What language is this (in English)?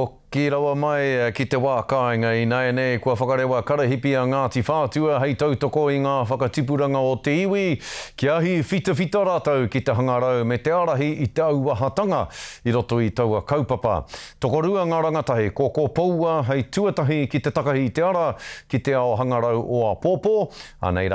Māori